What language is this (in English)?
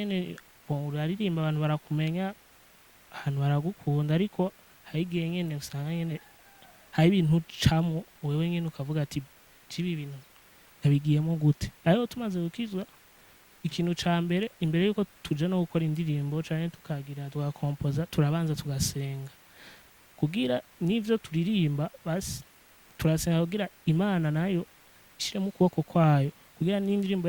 Rundi